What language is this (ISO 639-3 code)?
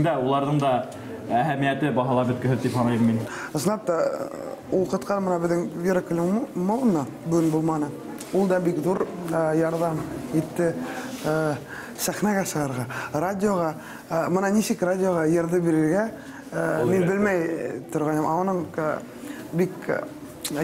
bak